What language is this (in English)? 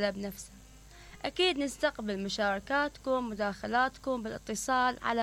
Mesopotamian Arabic